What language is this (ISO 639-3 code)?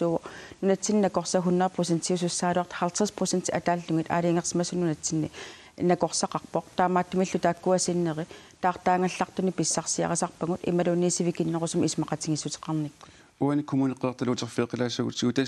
kal